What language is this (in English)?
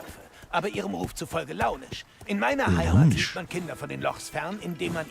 Bavarian